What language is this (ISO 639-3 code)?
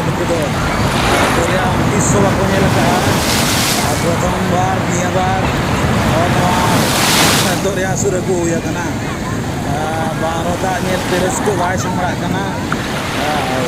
sat